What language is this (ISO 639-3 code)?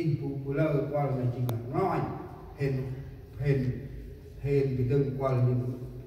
cmo